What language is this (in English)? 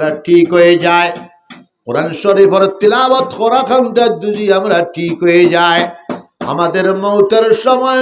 Sylheti